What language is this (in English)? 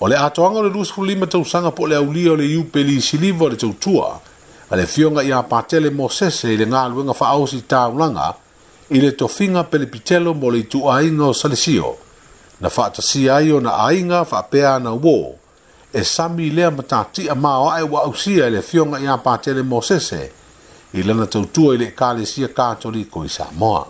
Samoan